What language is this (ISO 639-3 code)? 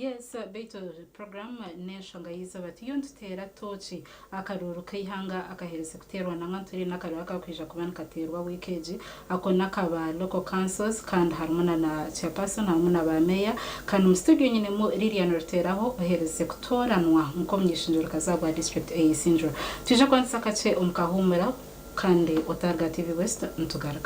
nyn